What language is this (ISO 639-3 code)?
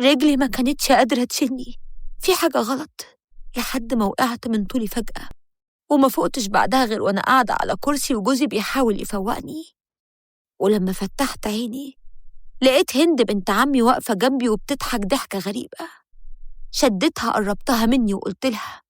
arz